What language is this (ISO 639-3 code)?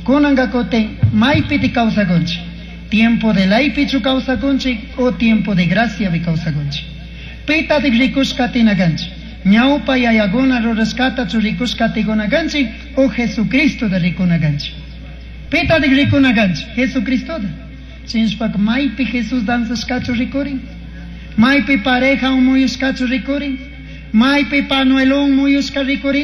qug